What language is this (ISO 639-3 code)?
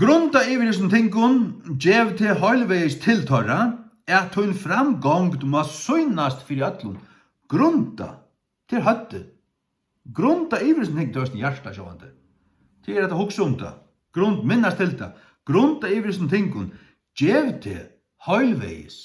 fao